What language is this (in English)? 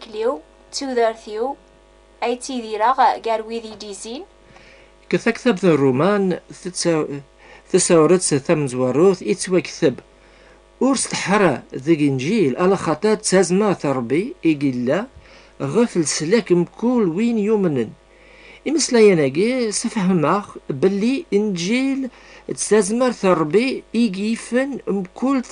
Kabyle